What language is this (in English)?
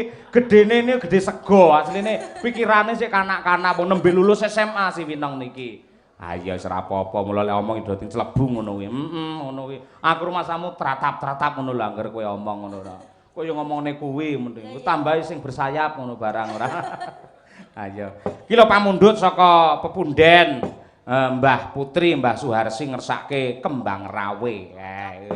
Javanese